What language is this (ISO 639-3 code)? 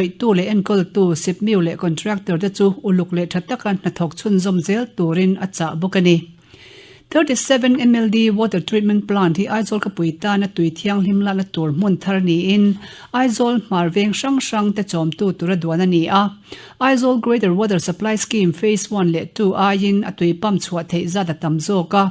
lus